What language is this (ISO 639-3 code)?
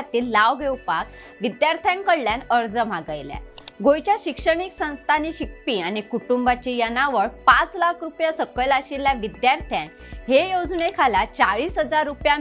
kok